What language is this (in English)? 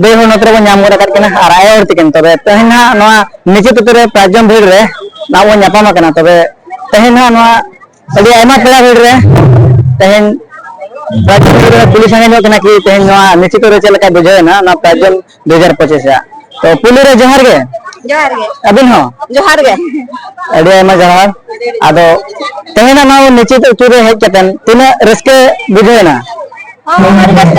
Santali